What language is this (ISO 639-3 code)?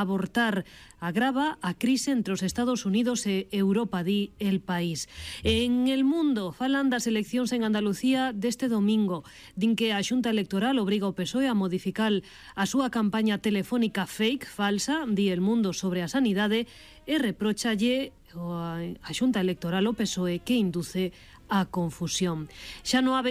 glg